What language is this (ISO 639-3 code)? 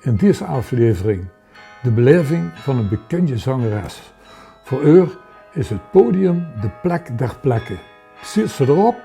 lim